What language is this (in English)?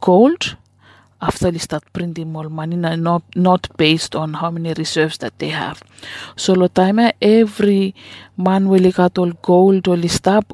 Bislama